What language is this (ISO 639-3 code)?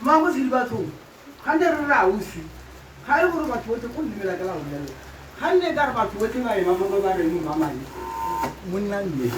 tsn